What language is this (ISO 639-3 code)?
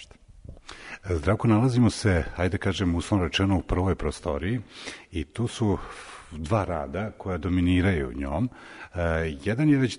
srp